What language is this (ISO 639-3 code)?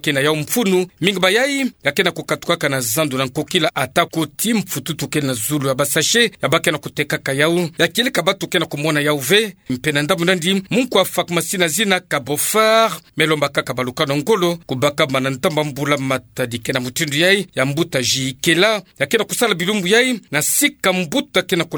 ktu